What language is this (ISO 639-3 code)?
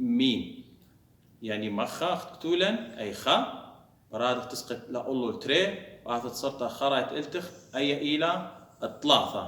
aii